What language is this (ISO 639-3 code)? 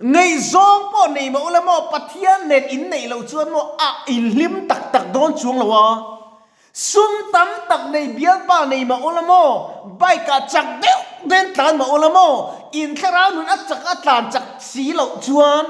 lus